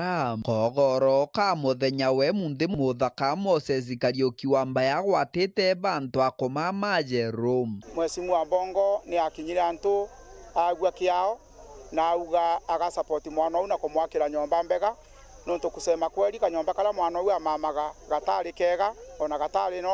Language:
Meru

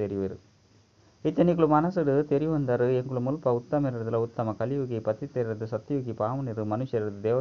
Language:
Tulu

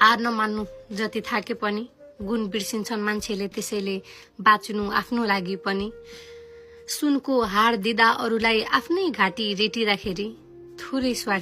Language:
Nepali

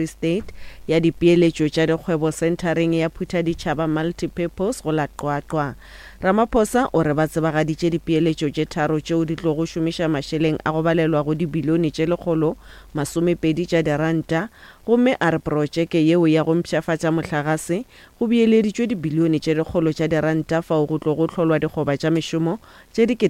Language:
Northern Sotho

